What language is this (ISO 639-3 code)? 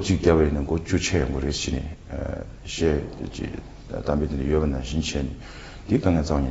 bod